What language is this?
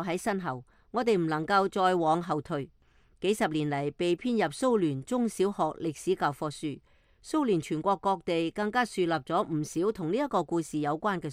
Cantonese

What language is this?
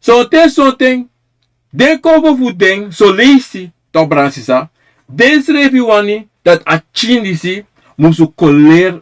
Sranan Tongo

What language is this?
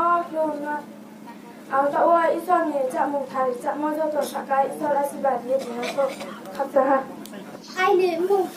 Riang (India)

